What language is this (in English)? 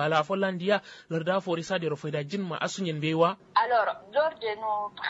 Kanuri